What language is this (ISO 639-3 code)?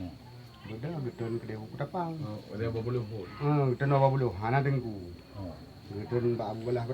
ace